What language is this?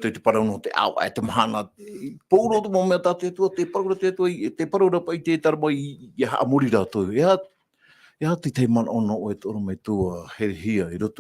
Tahitian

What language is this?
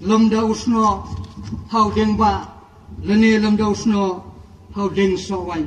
Khasi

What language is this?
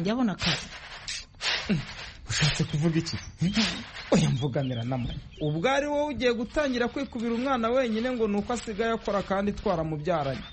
Kinyarwanda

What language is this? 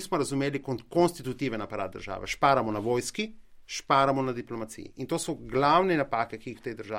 Slovenian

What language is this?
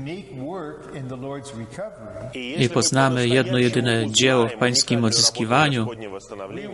Polish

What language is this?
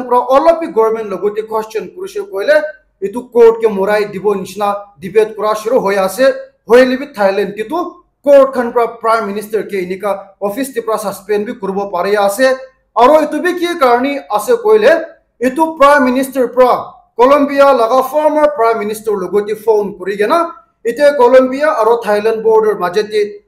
Naga Pidgin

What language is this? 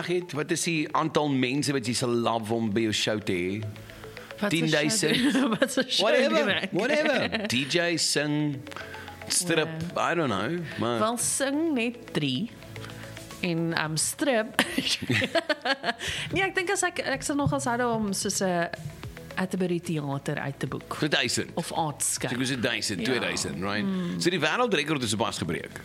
Afrikaans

